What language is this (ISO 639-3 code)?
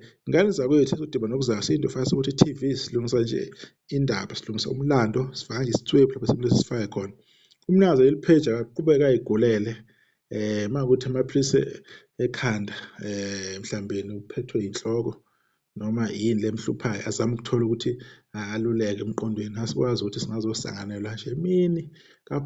zul